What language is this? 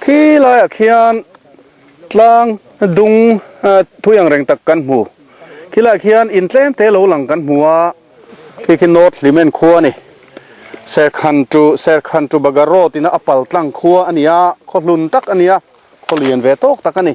Mizo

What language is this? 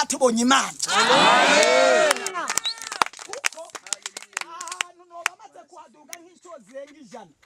Rundi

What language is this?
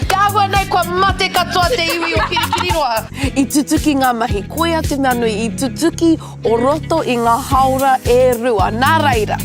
Māori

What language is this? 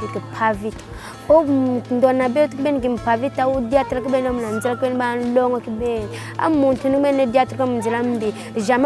Kongo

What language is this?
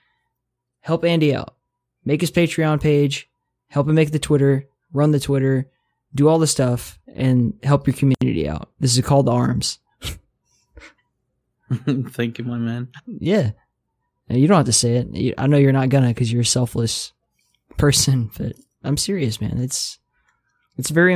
English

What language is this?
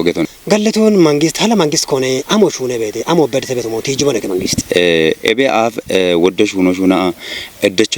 Kafa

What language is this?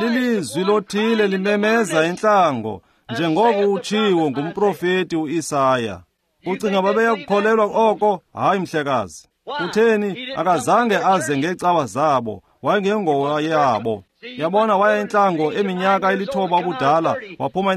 Xhosa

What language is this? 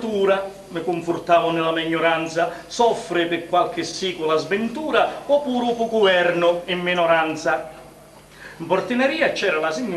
Sicilian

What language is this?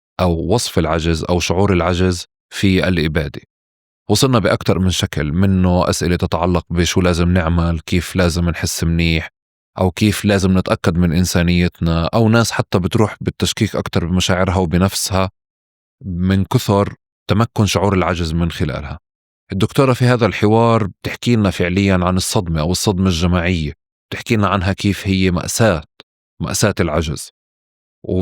North Levantine Arabic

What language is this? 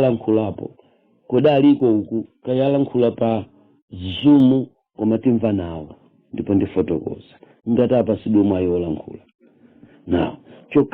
Nyanja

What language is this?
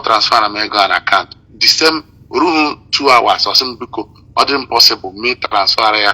Igbo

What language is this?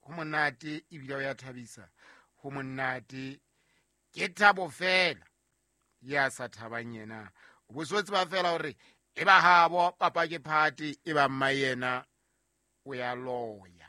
Southern Sotho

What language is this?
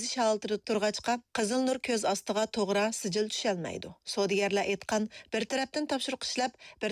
Uyghur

